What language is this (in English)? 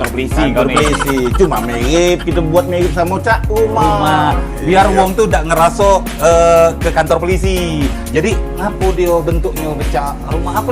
Musi